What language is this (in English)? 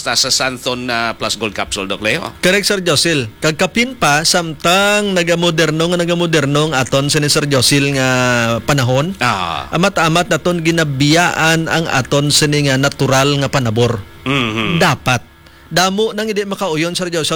Hiligaynon